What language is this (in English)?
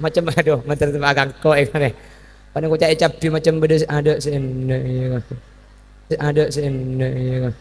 Madurese